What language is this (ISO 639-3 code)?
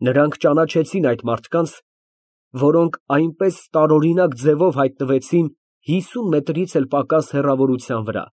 hye